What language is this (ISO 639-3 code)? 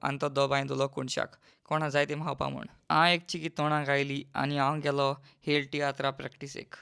kok